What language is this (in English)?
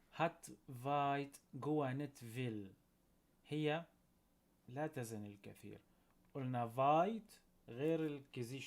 North Levantine Arabic